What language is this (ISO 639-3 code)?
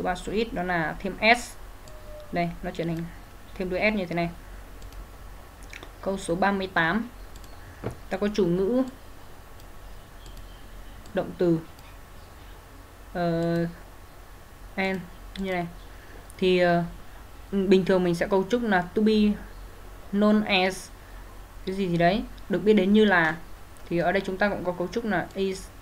vie